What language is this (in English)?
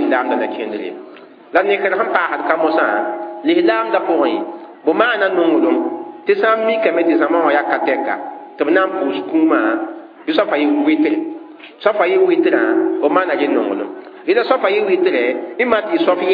Mossi